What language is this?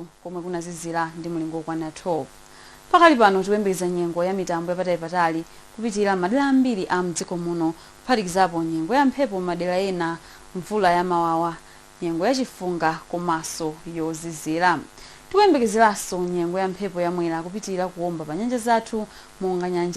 Nyanja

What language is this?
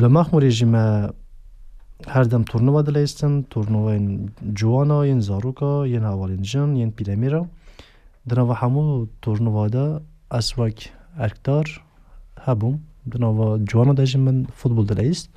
Kurdish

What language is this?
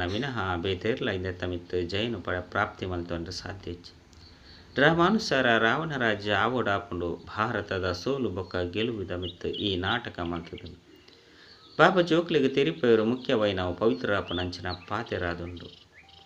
Tulu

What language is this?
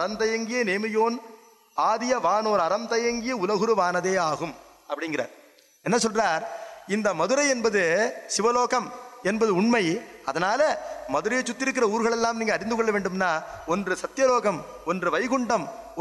Tamil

